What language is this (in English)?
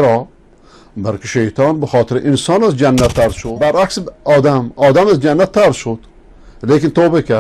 Persian